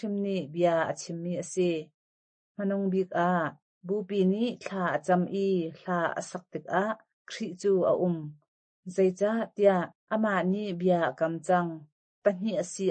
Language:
Hakha Chin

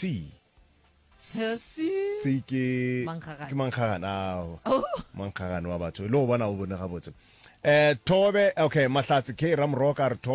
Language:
Northern Sotho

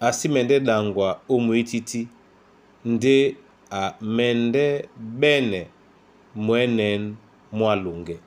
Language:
Duala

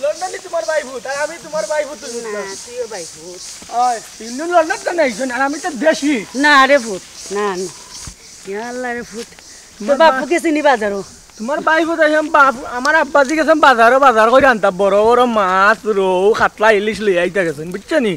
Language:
Sylheti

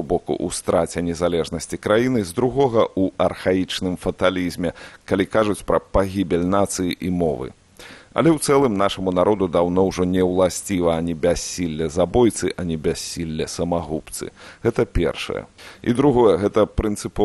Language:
Belarusian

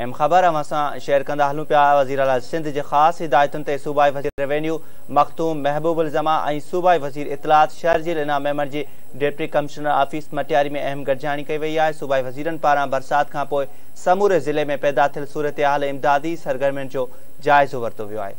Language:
Sindhi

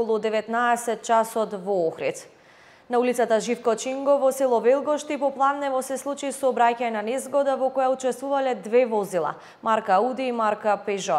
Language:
Macedonian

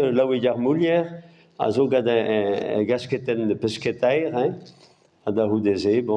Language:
Breton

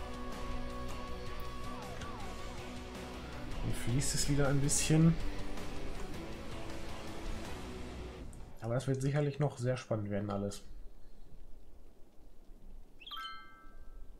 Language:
German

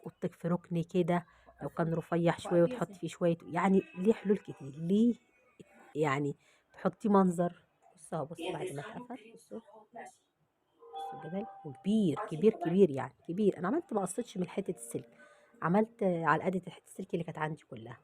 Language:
Egyptian Arabic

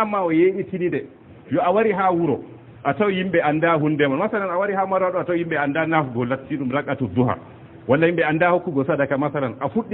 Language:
Fula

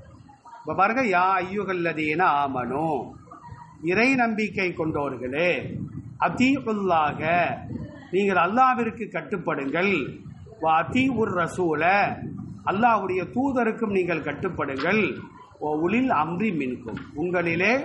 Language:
Tamil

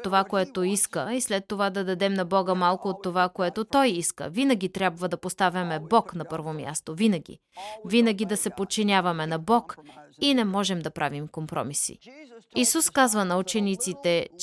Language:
Bulgarian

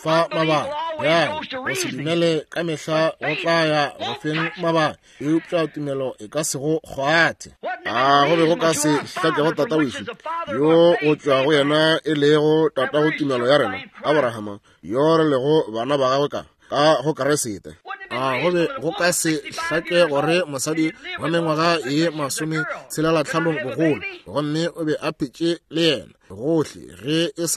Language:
Northern Sotho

